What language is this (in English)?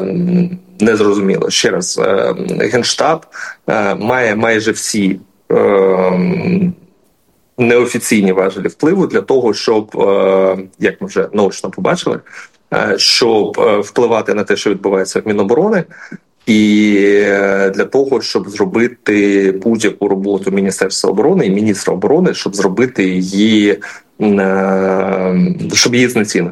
Ukrainian